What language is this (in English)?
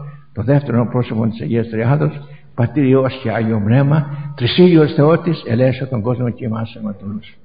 Greek